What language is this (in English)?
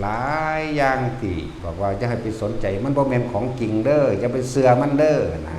Northeastern Thai